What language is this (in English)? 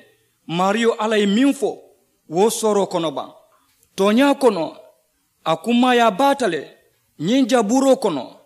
Mandingo